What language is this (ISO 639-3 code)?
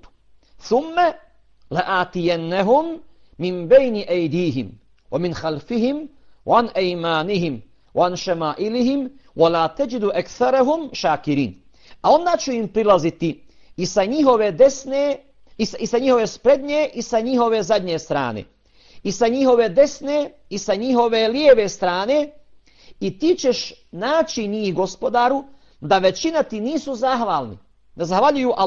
bos